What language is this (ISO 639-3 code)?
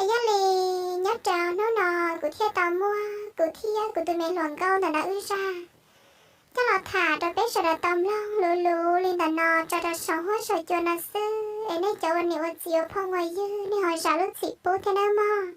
hmn